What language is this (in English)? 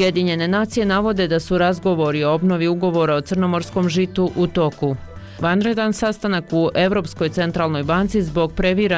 Bosnian